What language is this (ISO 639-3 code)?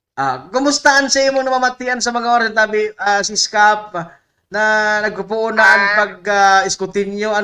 bik